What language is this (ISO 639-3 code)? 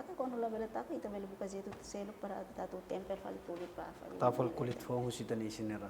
tet